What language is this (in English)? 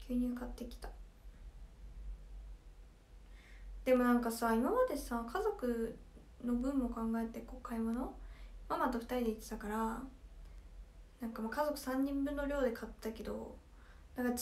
Japanese